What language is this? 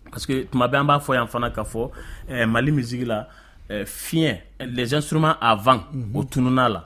Bambara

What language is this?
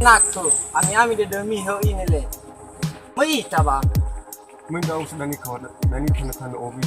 Nias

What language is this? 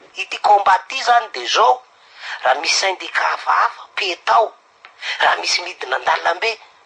Malagasy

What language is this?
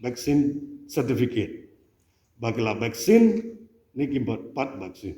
Khasi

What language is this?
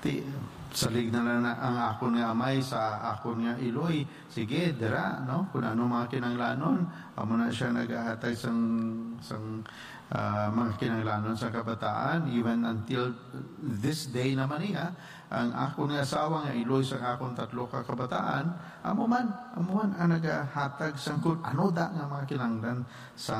Hiligaynon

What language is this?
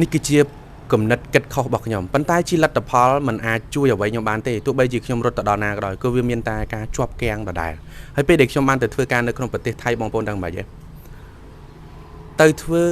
Khmer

